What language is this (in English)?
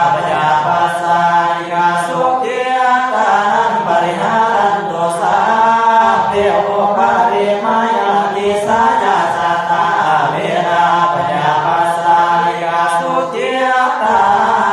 Pali